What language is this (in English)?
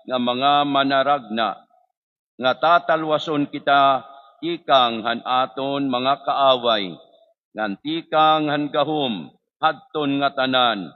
Waray